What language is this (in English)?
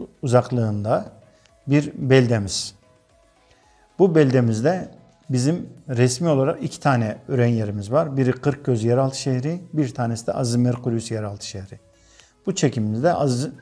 Turkish